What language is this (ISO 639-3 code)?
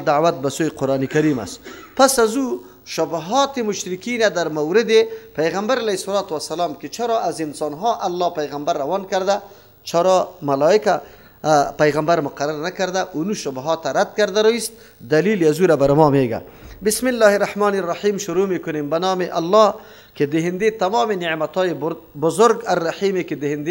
fas